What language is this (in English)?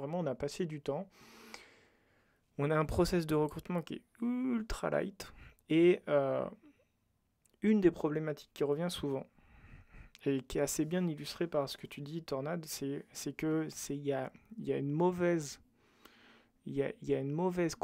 French